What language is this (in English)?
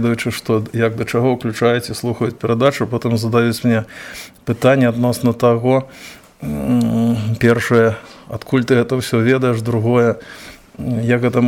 Belarusian